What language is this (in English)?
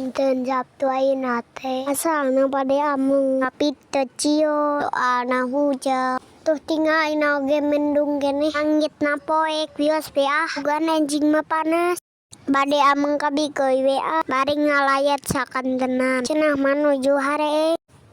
Sundanese